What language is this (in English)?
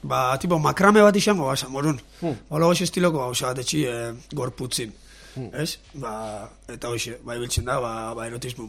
Basque